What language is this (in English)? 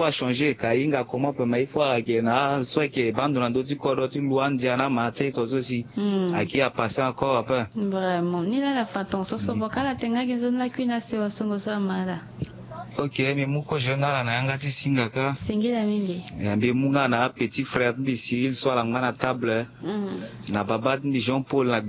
Sango